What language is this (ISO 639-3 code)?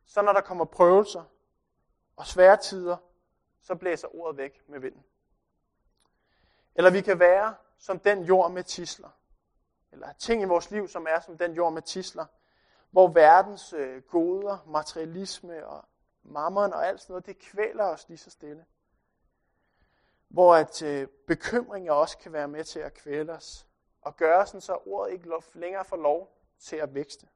dan